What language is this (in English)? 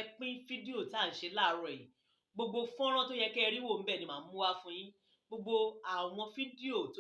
Yoruba